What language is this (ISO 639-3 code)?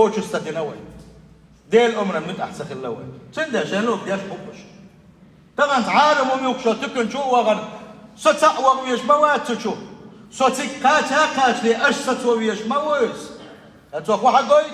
che